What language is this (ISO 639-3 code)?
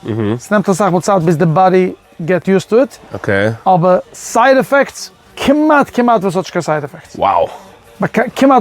yid